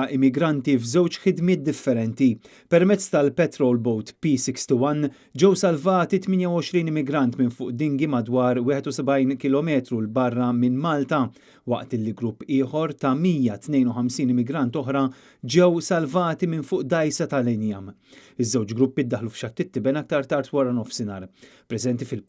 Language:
Maltese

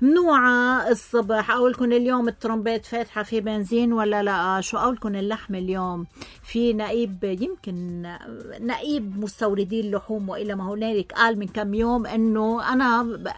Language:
North Levantine Arabic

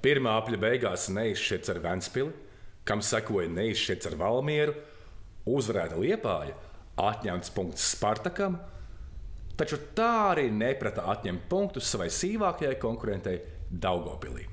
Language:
Latvian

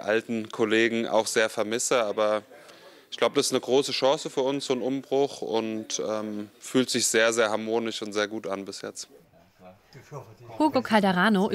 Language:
German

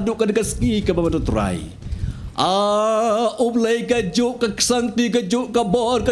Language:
Khasi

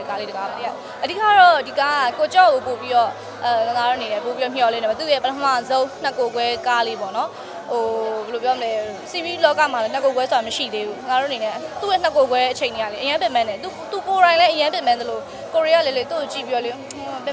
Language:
Burmese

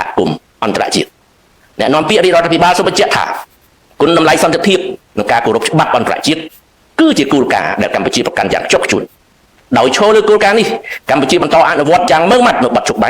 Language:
Khmer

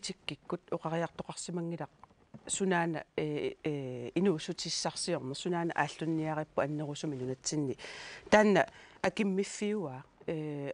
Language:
Kalaallisut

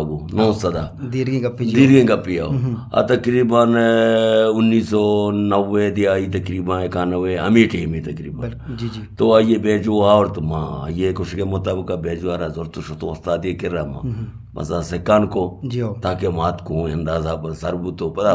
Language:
Eastern Balochi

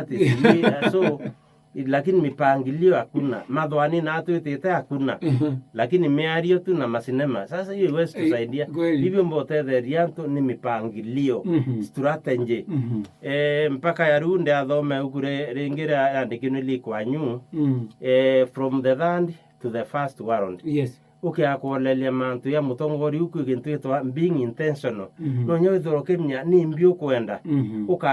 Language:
Meru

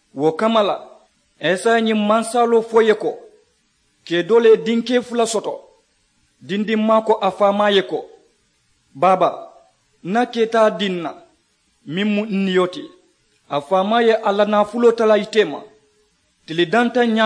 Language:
Mandingo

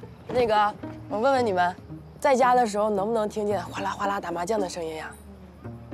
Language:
Chinese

